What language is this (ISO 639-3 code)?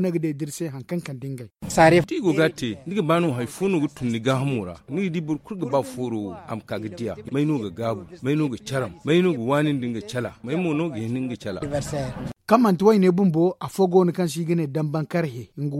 dje